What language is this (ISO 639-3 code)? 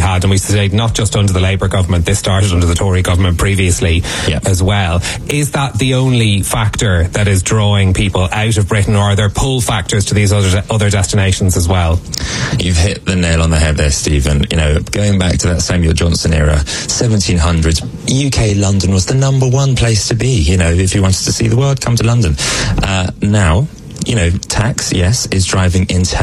eng